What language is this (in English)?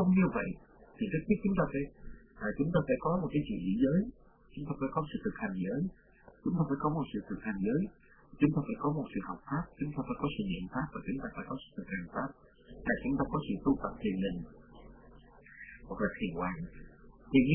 Vietnamese